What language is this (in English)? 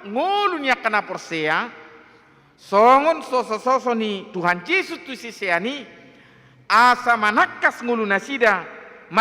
Batak Toba